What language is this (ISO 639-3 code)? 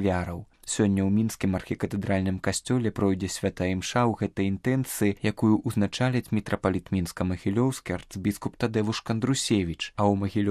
bel